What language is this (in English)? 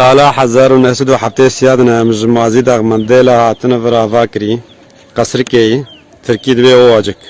Kurdish